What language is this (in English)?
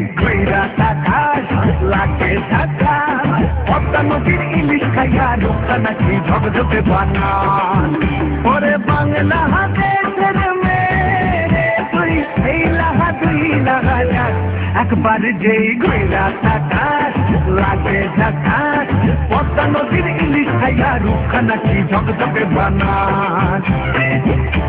Bangla